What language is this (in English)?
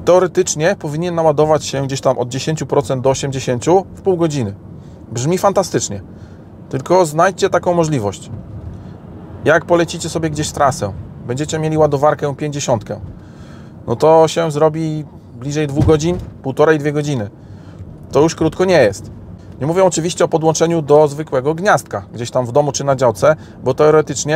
Polish